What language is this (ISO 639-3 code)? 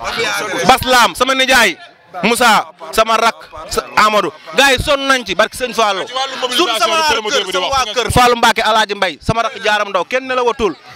wol